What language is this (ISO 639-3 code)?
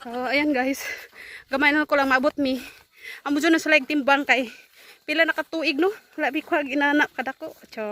ceb